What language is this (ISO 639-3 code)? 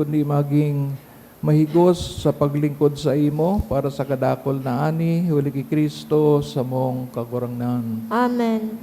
bik